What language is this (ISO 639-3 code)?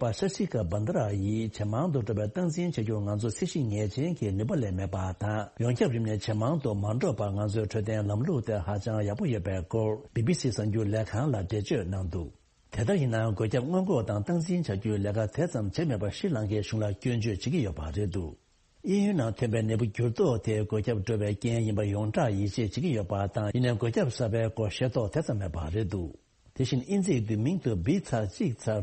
bod